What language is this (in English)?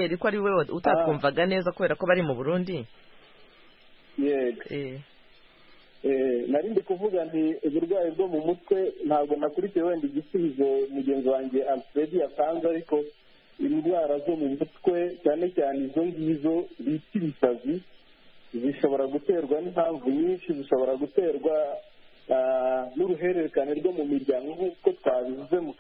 Kinyarwanda